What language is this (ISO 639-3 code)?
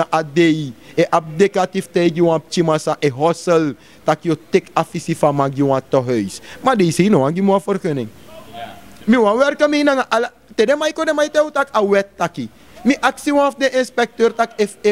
srn